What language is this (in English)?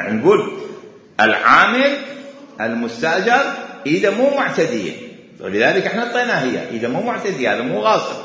Mesopotamian Arabic